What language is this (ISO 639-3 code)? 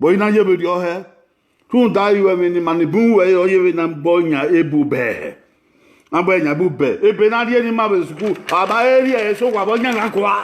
bin